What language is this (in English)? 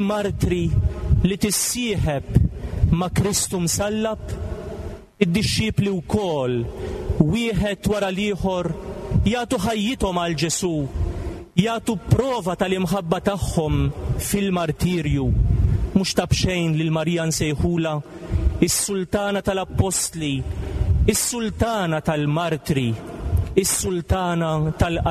Maltese